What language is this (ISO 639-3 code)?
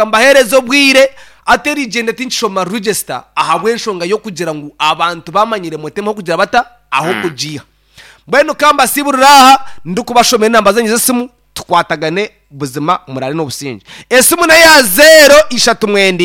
nyn